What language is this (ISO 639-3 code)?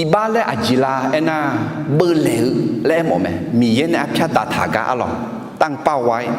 ahk